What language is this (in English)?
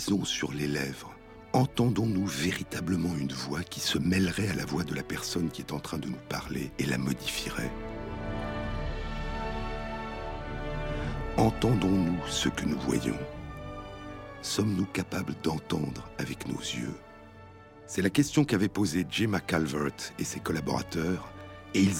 French